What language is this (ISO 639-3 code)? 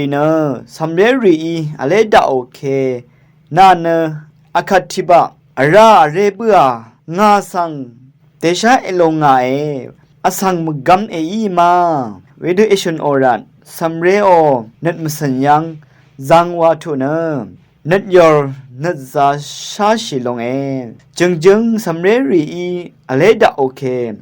raw